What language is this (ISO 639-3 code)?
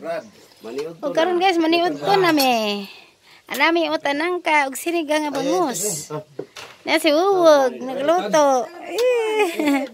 ceb